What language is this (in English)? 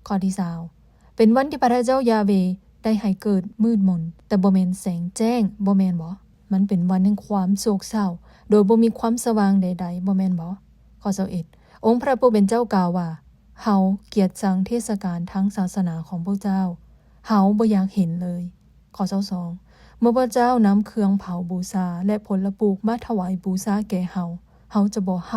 Lao